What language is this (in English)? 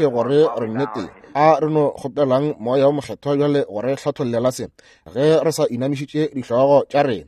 Northern Sotho